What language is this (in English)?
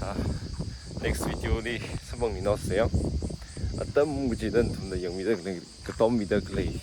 Tangkhul Naga (India)